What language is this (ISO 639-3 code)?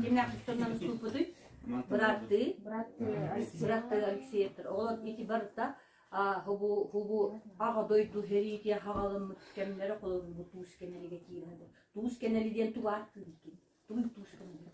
sah